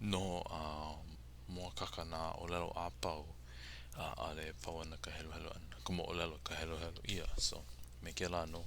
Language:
Hawaiian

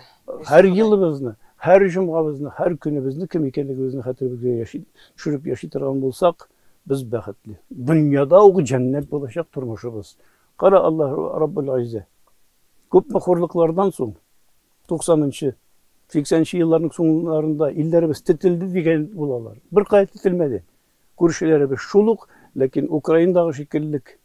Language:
Tatar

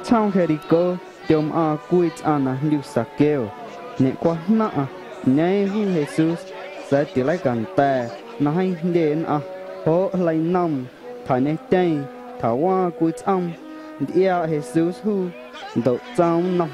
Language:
Guerrero Amuzgo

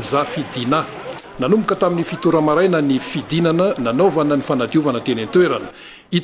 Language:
Malagasy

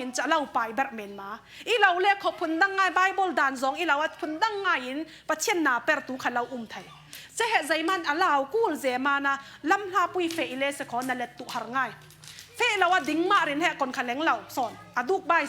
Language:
Falam Chin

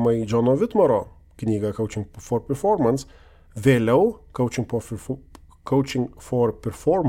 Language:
Lithuanian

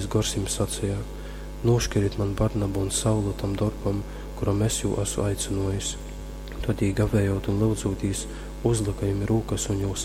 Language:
Latgalian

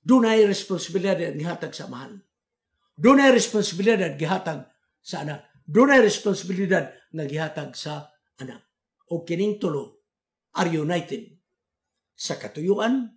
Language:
Cebuano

